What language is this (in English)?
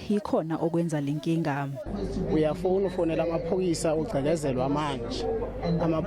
Zulu